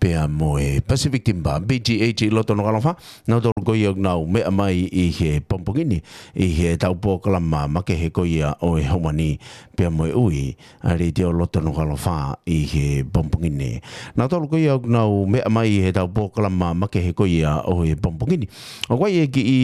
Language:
Tongan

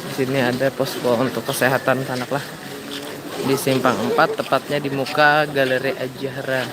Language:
Banjar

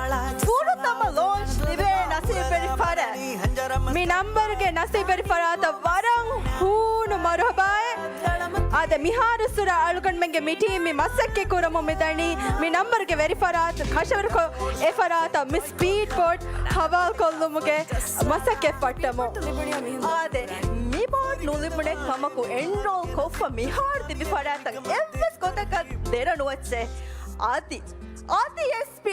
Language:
Divehi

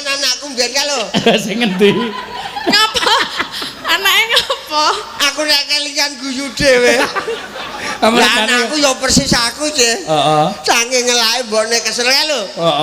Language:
Javanese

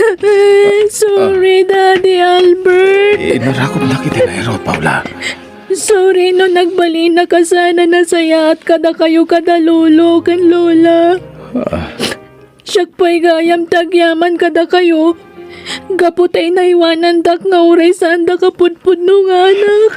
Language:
Iloko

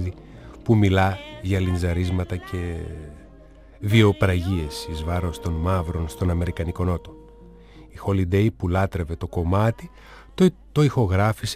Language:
Greek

